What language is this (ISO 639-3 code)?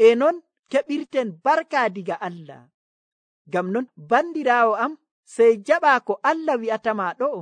fuv